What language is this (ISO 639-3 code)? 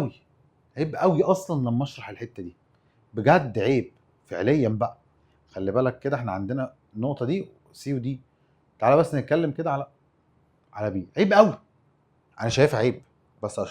arz